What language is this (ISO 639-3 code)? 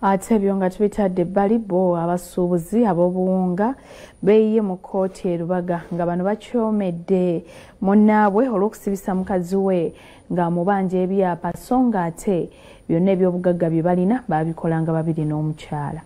lug